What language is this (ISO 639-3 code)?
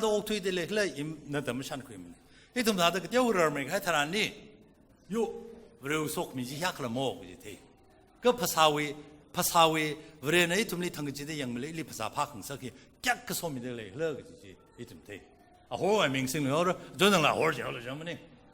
nmf